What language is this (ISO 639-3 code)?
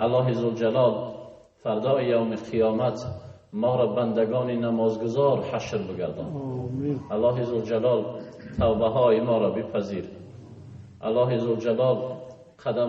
tgk